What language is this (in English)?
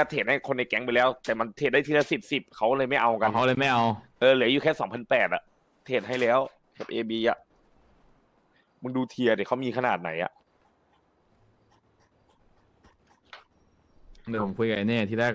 Thai